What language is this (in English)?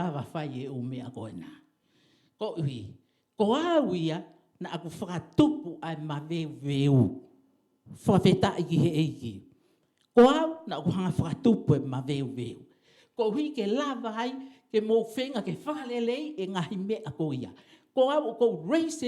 Tongan